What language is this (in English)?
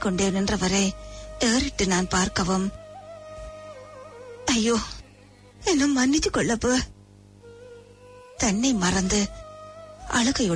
Tamil